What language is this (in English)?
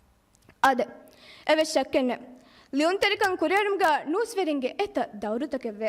Divehi